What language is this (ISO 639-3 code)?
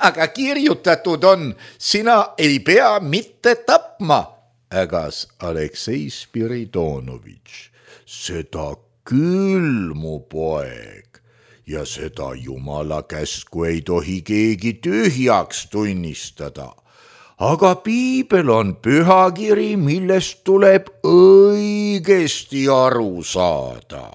est